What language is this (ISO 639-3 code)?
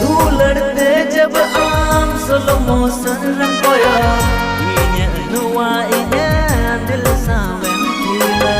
sat